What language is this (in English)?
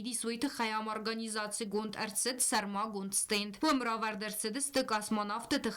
Ossetic